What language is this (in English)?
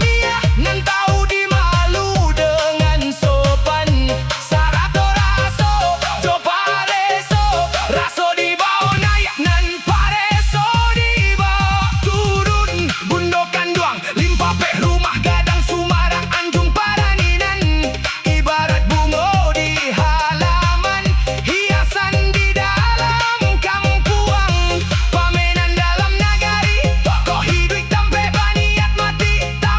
Minangkabau